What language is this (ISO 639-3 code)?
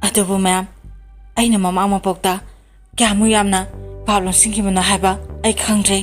mni